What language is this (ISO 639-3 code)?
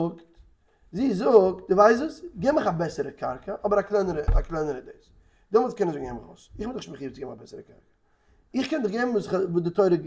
yid